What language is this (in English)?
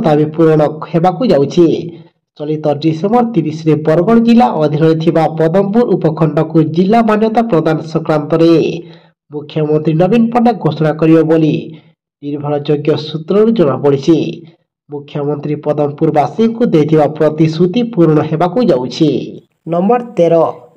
Odia